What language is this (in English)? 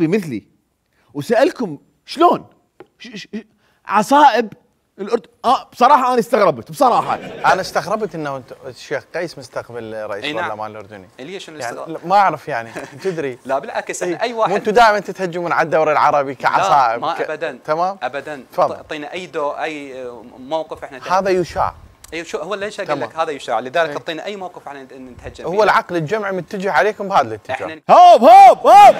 Mesopotamian Arabic